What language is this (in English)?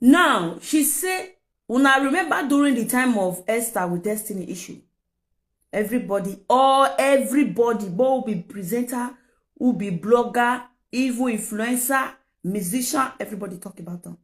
Nigerian Pidgin